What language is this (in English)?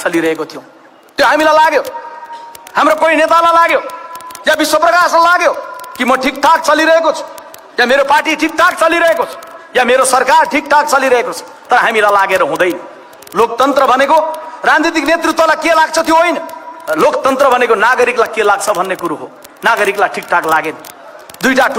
Nepali